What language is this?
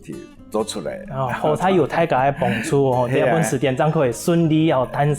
Hakka Chinese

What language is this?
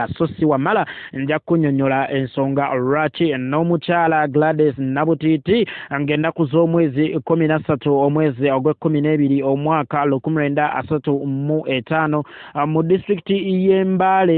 Ganda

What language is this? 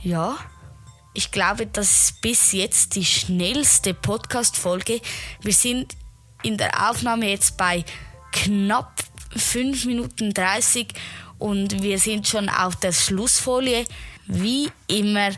Swiss German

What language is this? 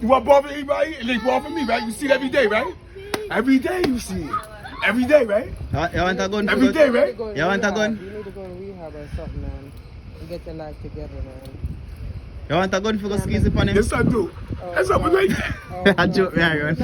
Jamaican Creole English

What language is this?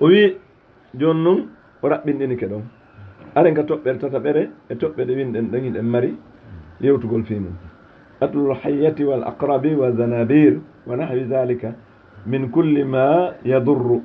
Fula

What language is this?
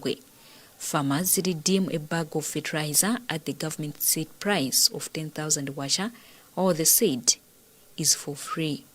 English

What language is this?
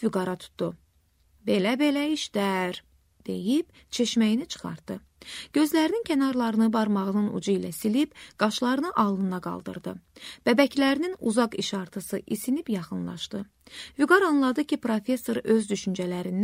Azerbaijani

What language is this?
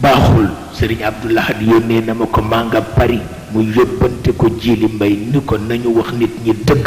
Wolof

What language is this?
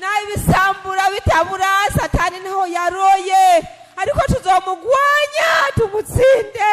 Rundi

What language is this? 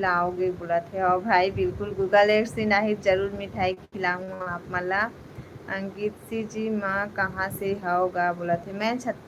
Chhattisgarhi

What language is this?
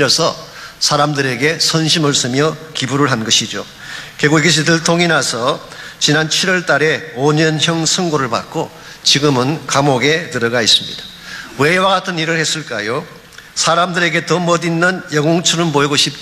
Korean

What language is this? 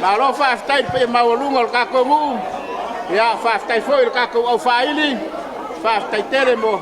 Samoan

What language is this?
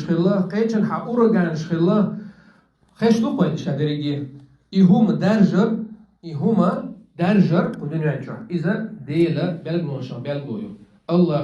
Chechen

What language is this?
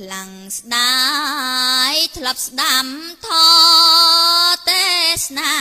Khmer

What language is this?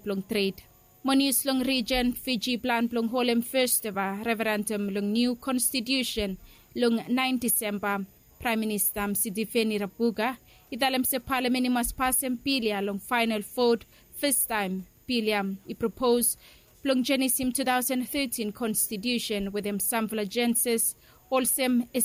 Bislama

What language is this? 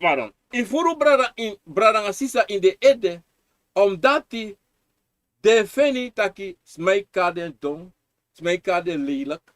Sranan Tongo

